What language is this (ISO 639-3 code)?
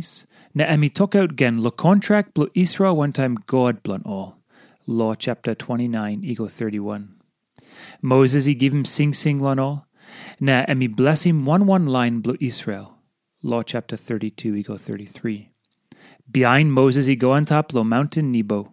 tpi